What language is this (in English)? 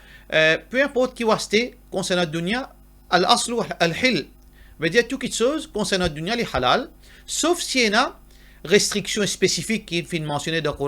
Morisyen